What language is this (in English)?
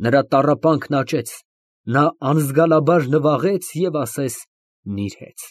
Armenian